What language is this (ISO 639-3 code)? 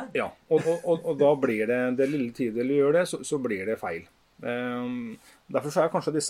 nor